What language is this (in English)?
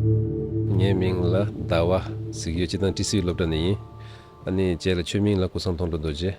Tibetan